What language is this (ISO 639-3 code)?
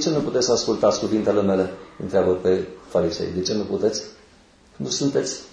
ron